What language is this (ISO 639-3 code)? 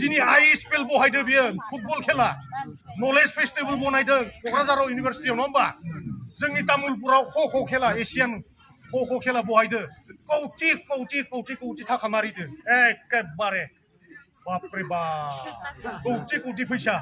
brx